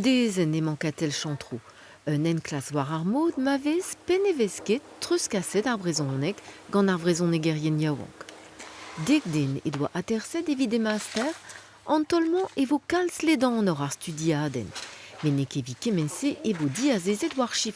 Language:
Breton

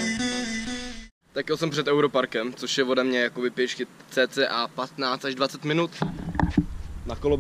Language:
Czech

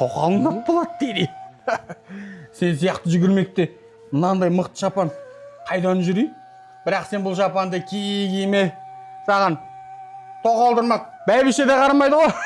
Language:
Kazakh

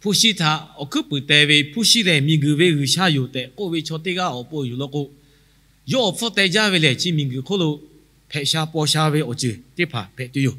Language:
Lahu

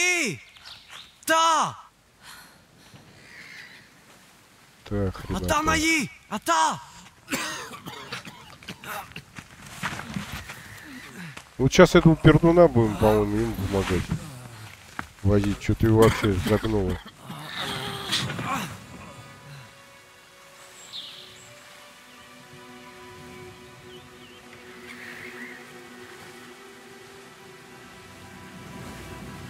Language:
Russian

